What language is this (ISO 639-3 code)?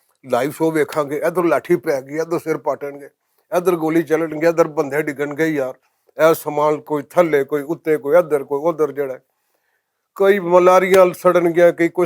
lah